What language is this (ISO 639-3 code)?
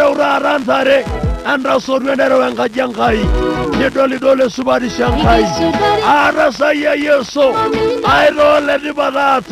mas